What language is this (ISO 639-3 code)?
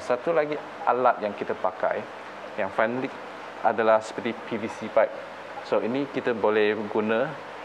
msa